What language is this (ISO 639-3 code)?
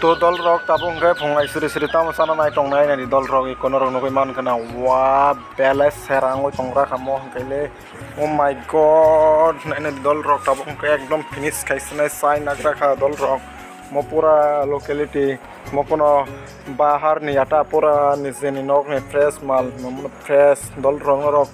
trp